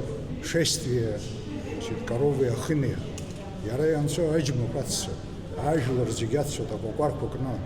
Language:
Abkhazian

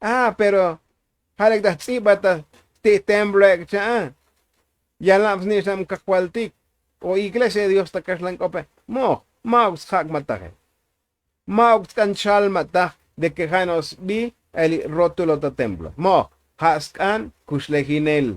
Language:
Tzotzil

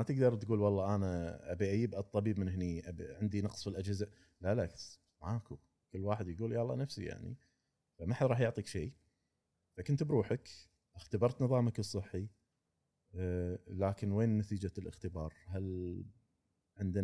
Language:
Gulf Arabic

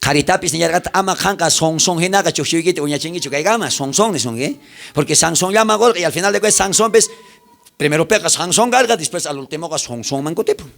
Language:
South Bolivian Quechua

